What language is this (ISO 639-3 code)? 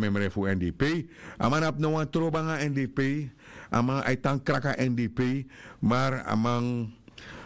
srn